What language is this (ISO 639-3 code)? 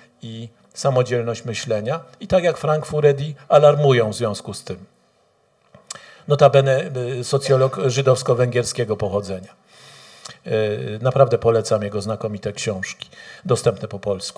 pol